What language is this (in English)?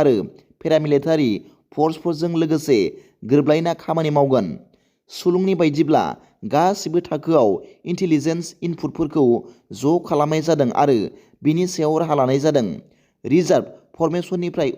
Bodo